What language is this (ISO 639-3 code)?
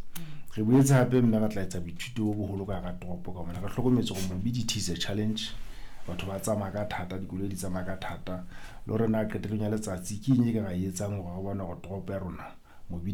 sot